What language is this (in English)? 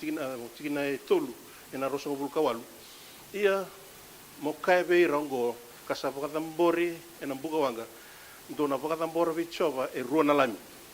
Fijian